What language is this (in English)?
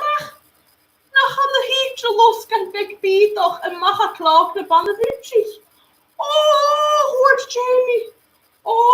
Scottish Gaelic